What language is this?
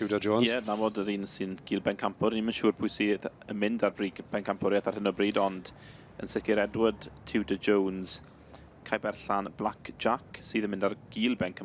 Welsh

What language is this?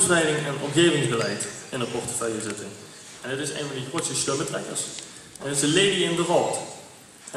Limburgish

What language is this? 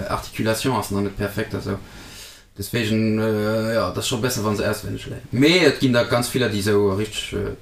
Luxembourgish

